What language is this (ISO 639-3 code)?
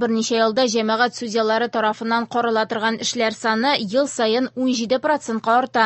tat